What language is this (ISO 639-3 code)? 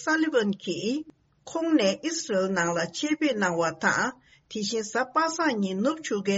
bod